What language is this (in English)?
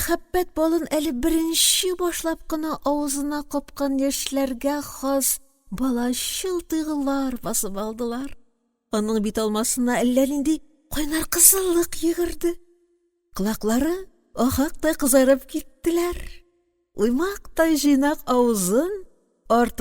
Tatar